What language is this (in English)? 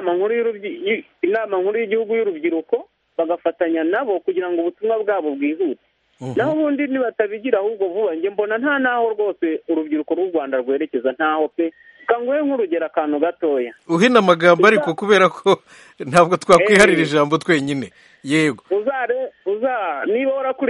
Kinyarwanda